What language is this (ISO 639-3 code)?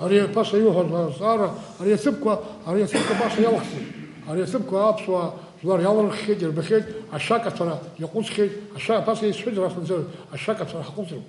abk